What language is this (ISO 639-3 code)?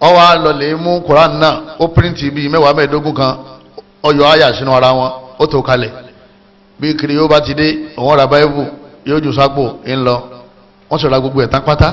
yor